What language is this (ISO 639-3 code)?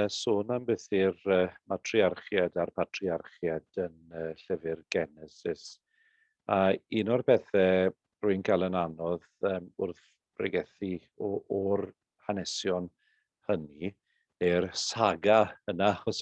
cym